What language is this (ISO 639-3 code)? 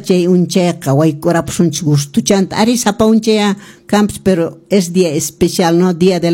que